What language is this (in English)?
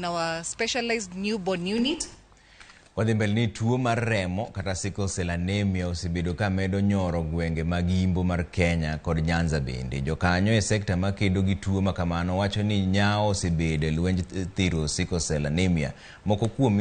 Luo (Kenya and Tanzania)